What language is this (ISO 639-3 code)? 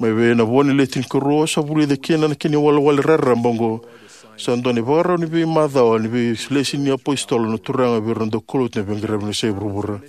fij